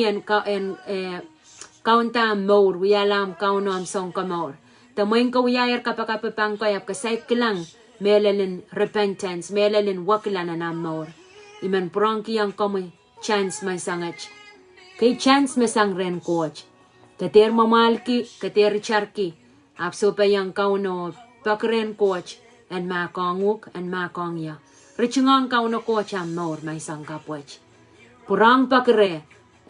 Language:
Pohnpeian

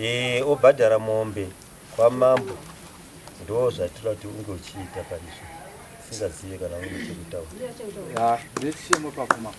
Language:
Shona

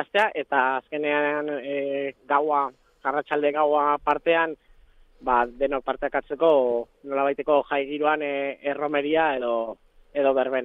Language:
Basque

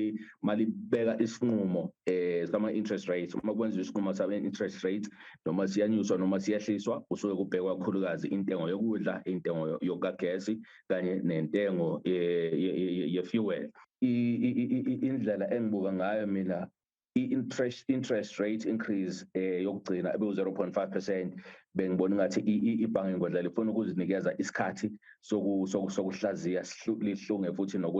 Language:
Zulu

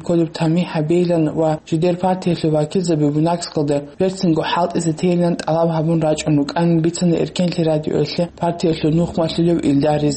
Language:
Avaric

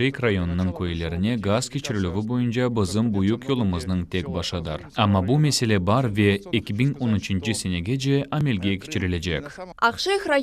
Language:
Crimean Tatar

